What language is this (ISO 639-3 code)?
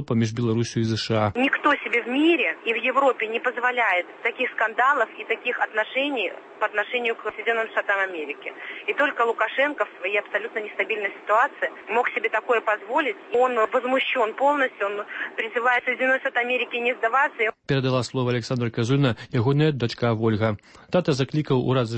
bel